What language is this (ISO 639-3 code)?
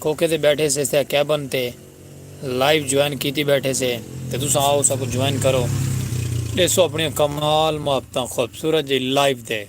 skr